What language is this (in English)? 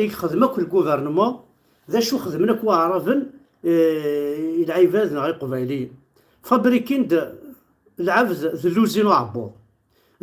Kabyle